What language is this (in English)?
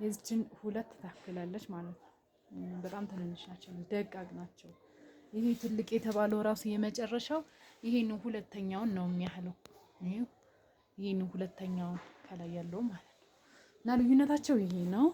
Amharic